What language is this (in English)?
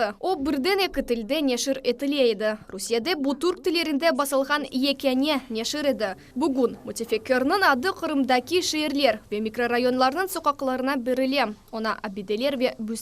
Crimean Tatar